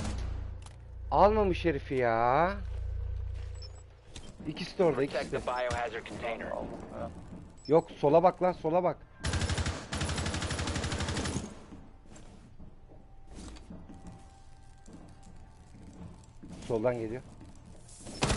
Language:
Turkish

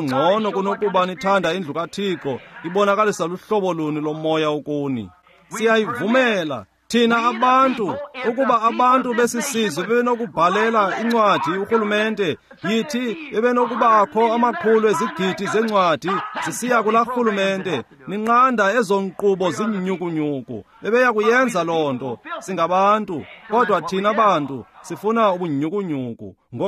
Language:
Xhosa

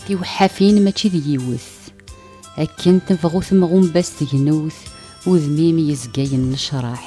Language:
Kabyle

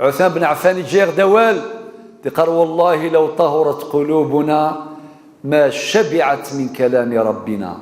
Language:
Kabyle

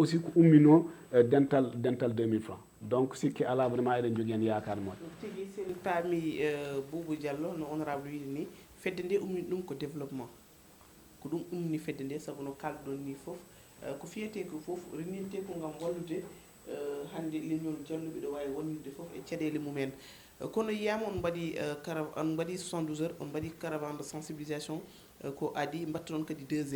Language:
Fula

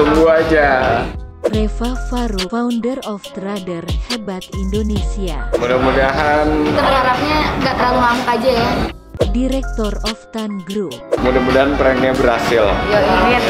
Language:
Indonesian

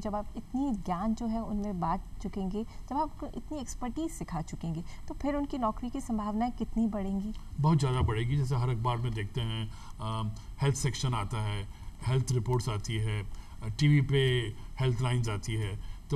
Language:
Hindi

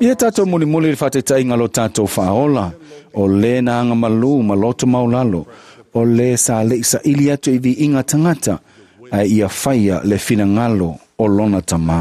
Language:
Samoan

